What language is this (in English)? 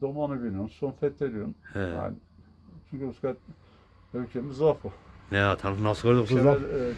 Zaza